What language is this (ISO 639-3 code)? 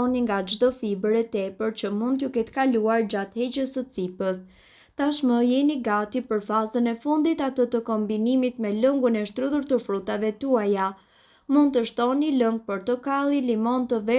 sqi